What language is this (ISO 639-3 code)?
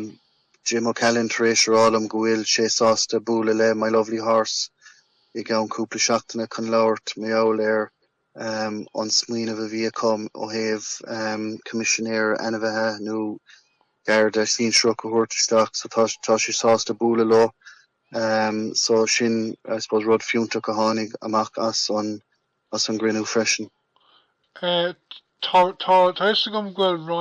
gle